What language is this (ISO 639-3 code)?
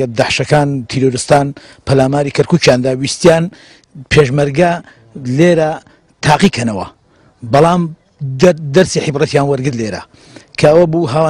ckb